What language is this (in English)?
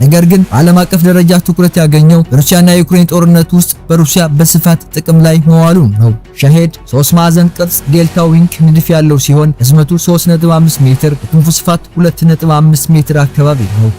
Amharic